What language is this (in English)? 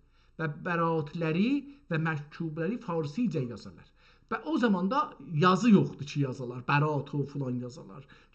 South Azerbaijani